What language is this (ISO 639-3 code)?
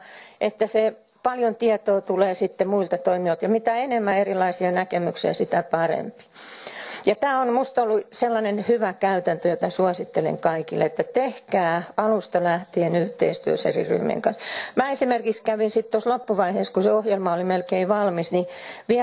fin